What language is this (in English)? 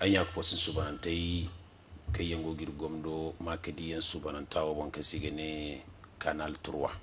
Zarma